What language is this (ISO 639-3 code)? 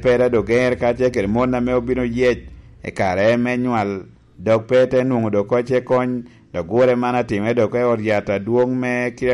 laj